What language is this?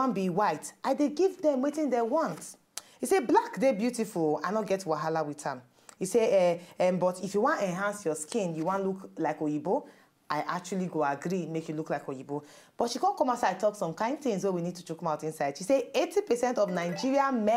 Nigerian Pidgin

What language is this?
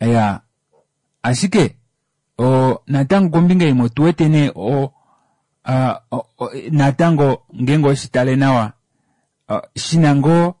Kuanyama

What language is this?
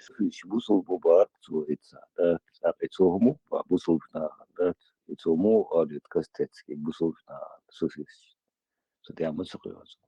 Chechen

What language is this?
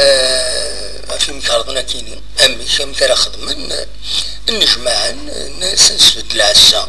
Kabyle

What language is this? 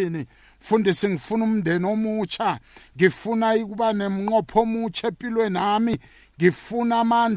South Ndebele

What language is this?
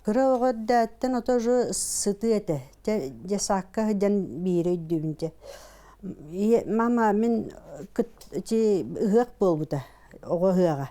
Yakut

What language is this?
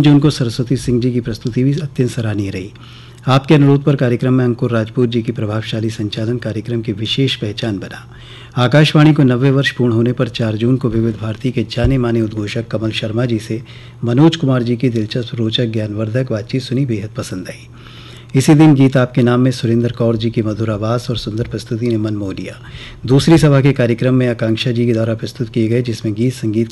Hindi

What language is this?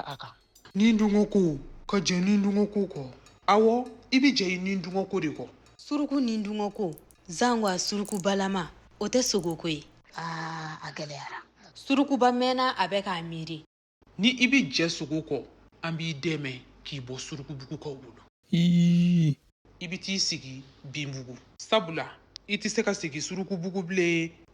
Bambara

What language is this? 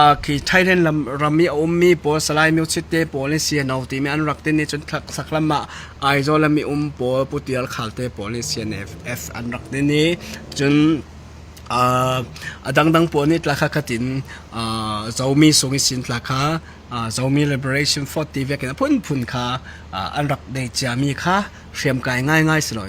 Falam Chin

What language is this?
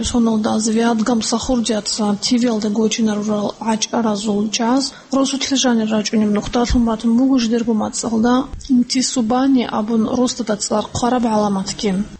Avaric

